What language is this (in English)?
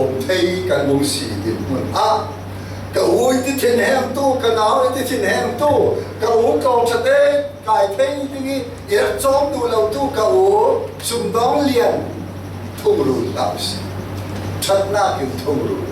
Falam Chin